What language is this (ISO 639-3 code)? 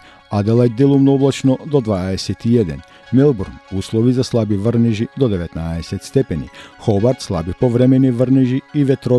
mkd